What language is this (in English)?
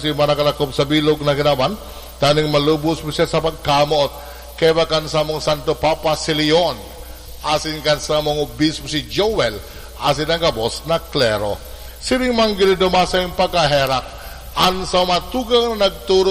Bikol